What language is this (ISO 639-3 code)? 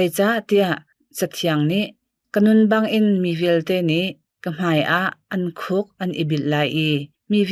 cnh